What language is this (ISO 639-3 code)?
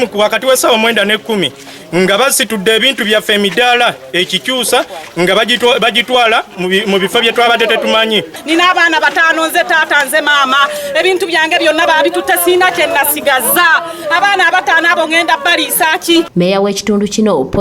lug